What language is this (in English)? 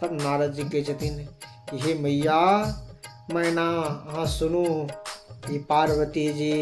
Maithili